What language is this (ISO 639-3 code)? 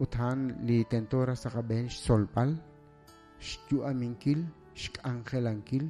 kek